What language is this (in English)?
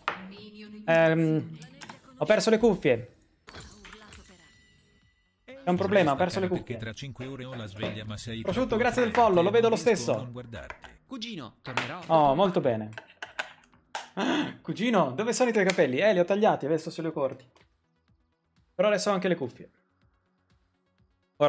Italian